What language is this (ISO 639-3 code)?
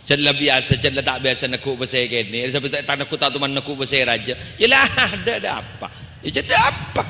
mad